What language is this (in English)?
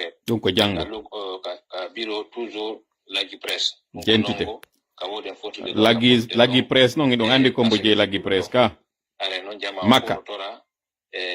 Pular